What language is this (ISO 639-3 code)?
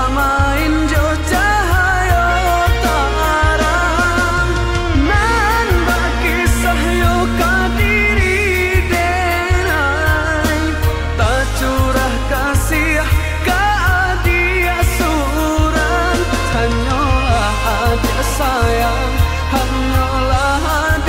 min